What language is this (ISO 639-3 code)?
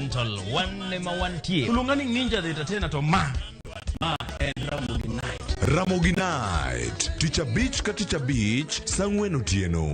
luo